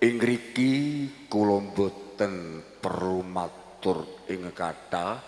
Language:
Javanese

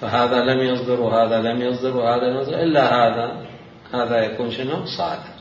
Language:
Mesopotamian Arabic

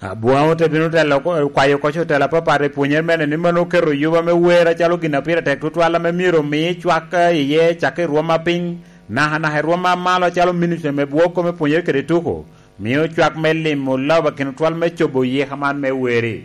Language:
Lango (Uganda)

